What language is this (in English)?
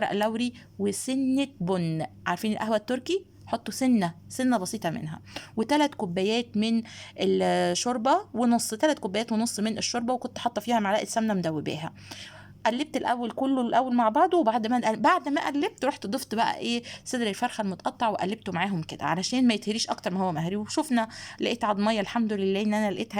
Egyptian Arabic